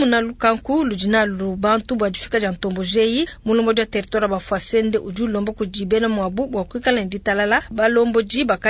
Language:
Luba-Lulua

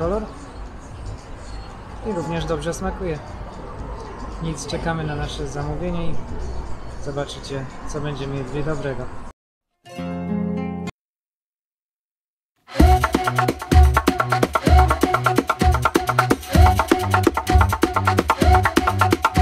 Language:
Polish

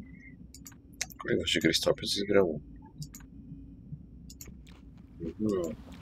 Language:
Czech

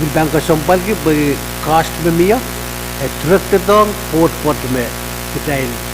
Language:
Pohnpeian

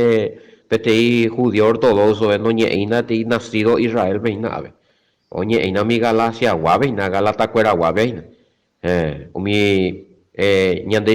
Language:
Guarani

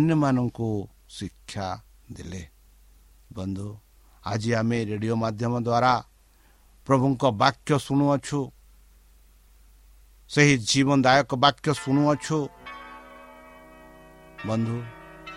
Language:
Odia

